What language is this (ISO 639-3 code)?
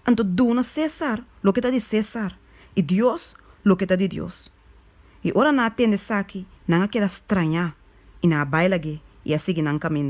pap